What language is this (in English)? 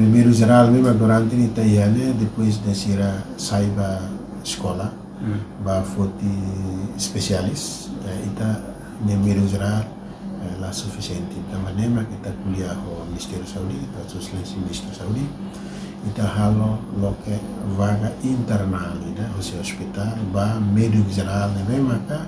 Tetum